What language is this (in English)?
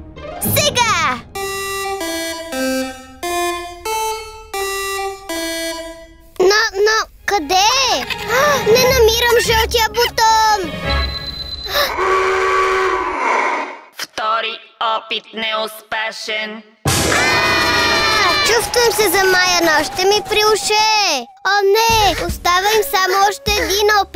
Bulgarian